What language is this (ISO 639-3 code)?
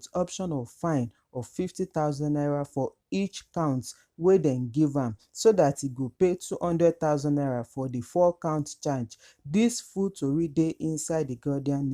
pcm